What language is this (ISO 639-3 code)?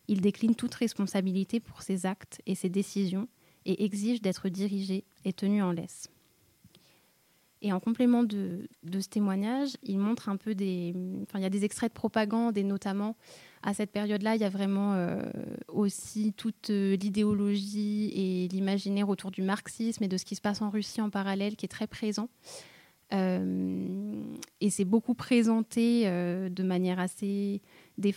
fra